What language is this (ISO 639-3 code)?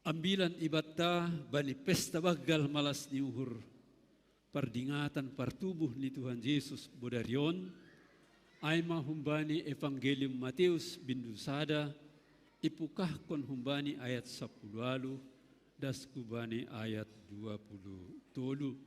bts